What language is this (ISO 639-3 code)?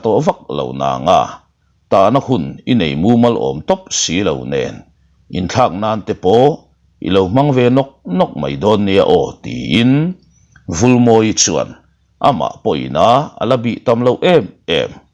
lus